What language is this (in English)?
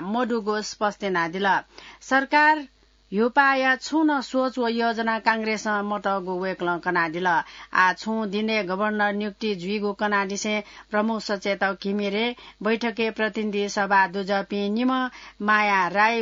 Newari